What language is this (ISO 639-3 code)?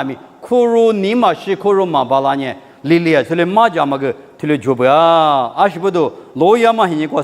lis